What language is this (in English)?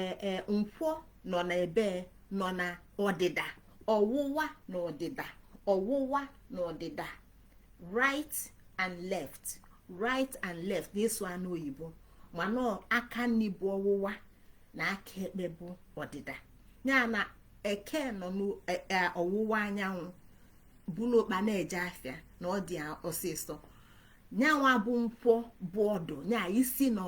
Igbo